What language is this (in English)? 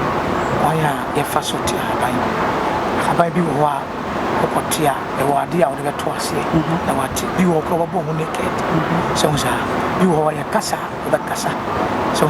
Akan